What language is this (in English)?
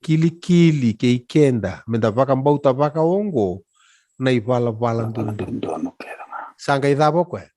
Fijian